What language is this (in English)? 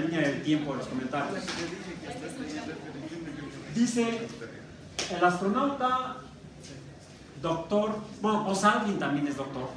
Spanish